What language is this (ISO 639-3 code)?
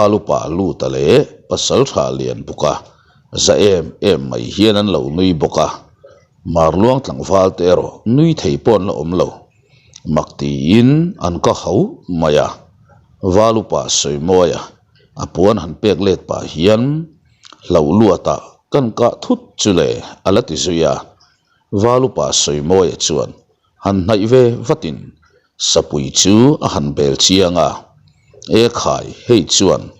lus